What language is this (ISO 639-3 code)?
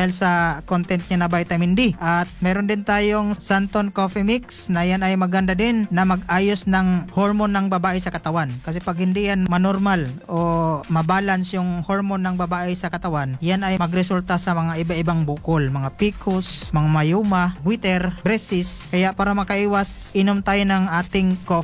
fil